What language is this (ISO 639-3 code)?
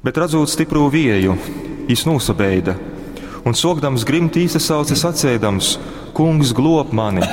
ltg